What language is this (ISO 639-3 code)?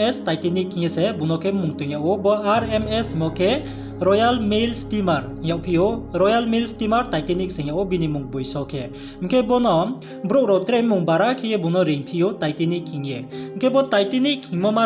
ria